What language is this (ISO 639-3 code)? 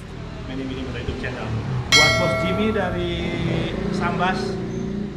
ind